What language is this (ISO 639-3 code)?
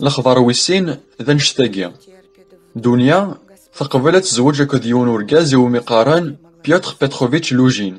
kab